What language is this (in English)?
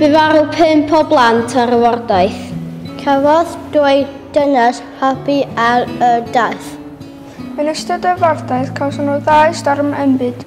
Welsh